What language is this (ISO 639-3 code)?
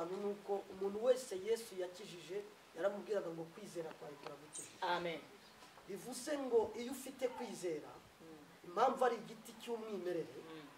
kin